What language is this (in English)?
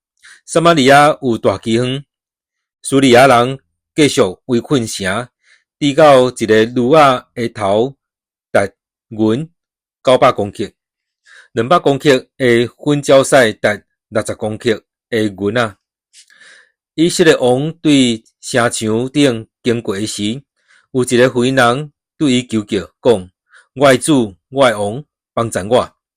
Min Nan Chinese